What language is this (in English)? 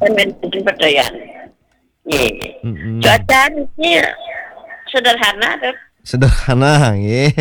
Balinese